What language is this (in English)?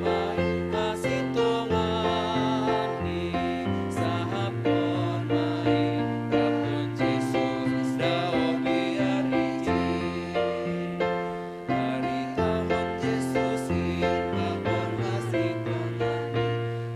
Batak Simalungun